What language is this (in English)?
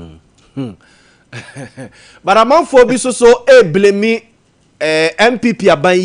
Akan